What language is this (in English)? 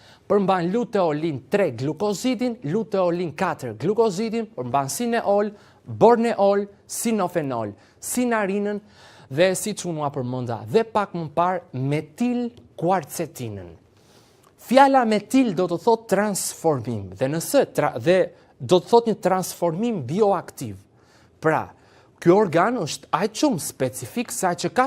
Albanian